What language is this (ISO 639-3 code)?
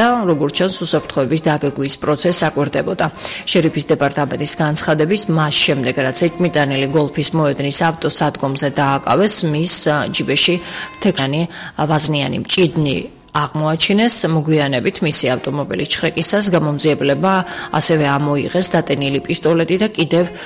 kat